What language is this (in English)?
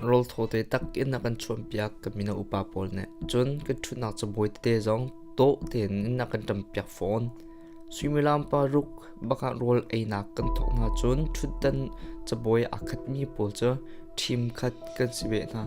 Hakha Chin